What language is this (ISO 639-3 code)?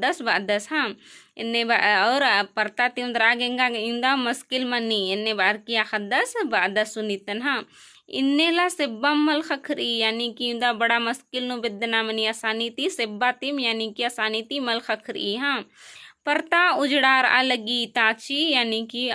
kru